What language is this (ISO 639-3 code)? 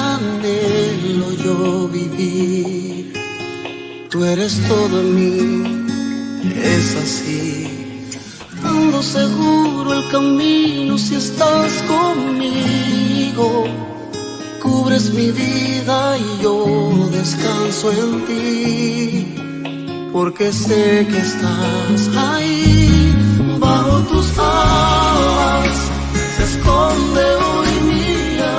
spa